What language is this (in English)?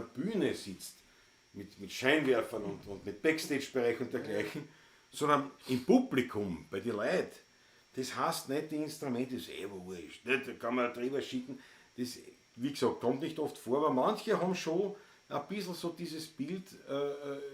Bavarian